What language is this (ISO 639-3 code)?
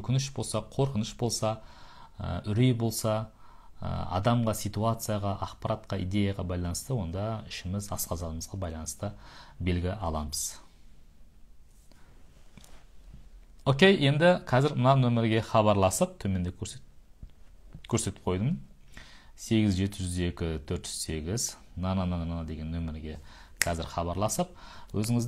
kaz